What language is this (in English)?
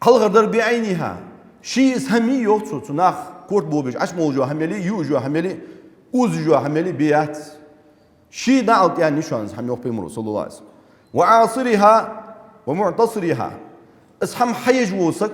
Ingush